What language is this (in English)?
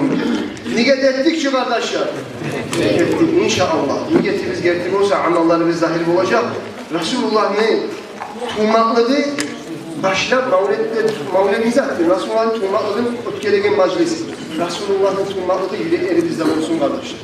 Kumyk